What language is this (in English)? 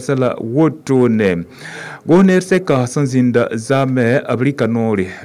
Mossi